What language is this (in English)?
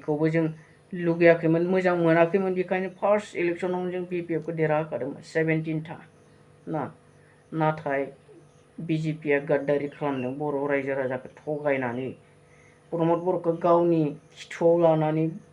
Bodo